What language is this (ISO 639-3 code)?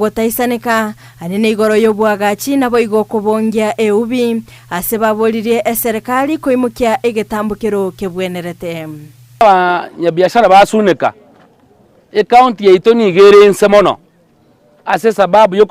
guz